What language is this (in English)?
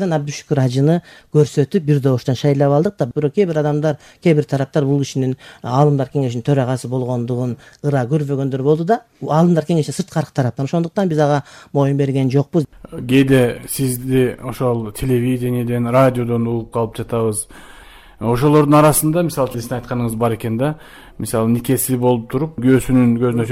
Kyrgyz